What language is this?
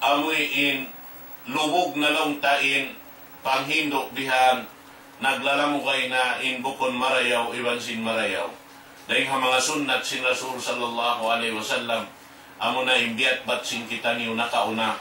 Tausug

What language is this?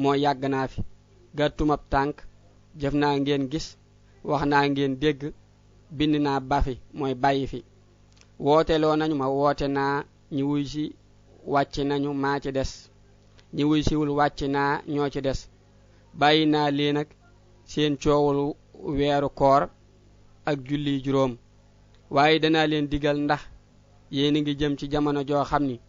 Wolof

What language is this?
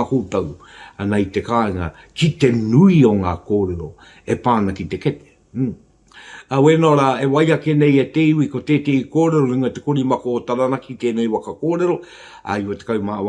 Māori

